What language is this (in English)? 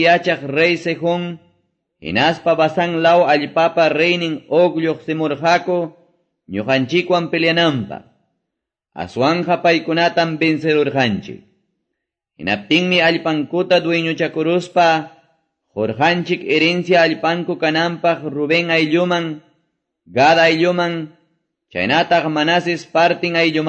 Quechua